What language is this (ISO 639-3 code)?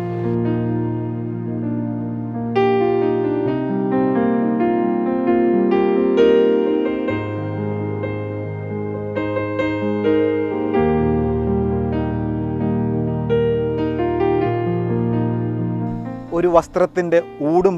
mal